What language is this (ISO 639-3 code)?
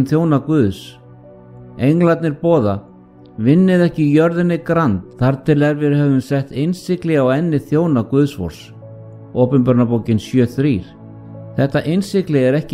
isl